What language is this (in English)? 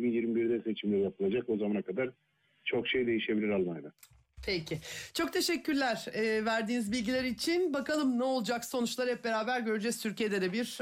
Turkish